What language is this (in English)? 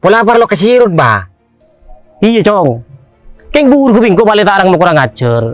Madurese